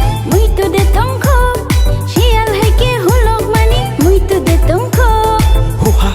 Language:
Kok Borok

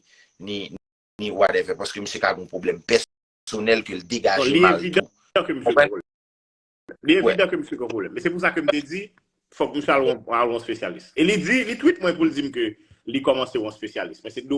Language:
Haitian Creole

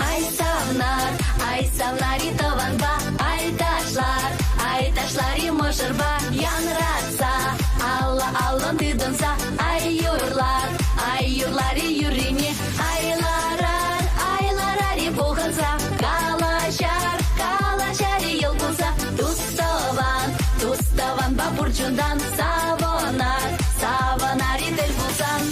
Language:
Chuvash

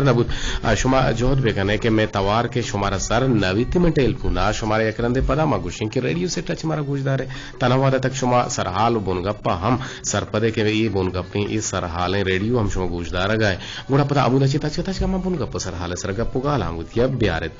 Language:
Eastern Balochi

